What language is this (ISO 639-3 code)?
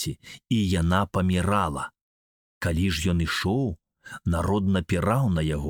bel